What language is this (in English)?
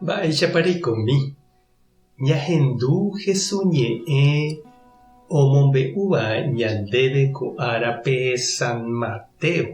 Guarani